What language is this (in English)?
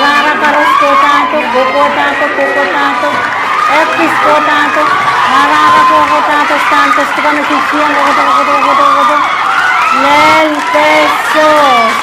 Pohnpeian